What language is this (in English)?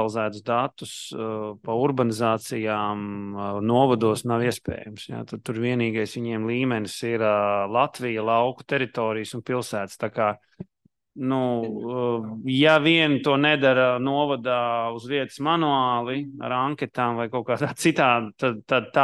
Latvian